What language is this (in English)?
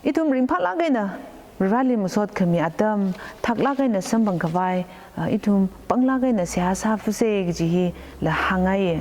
Tangkhul Naga (India)